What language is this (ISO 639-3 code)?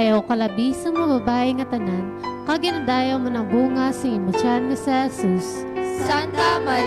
hil